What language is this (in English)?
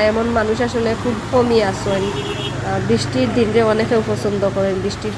Sylheti